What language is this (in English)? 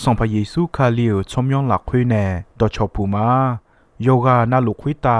Akha